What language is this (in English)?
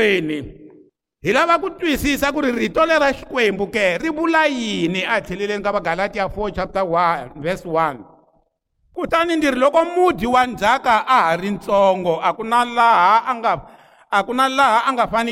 Tsonga